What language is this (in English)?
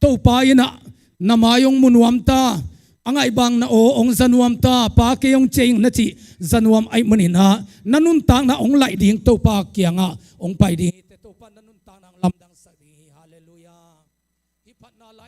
Tedim Chin